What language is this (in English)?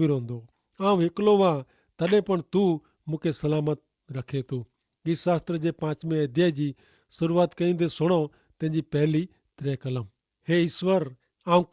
Kachhi